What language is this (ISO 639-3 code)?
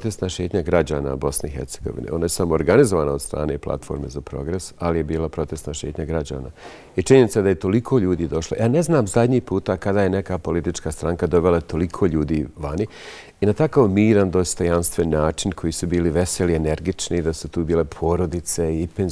bos